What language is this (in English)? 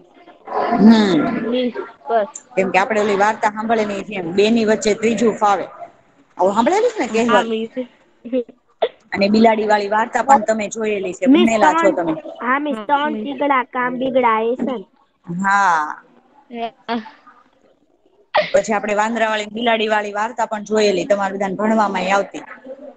Gujarati